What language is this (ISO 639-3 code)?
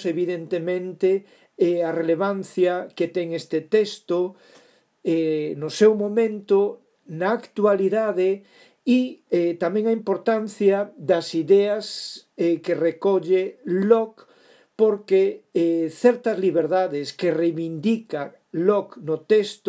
glg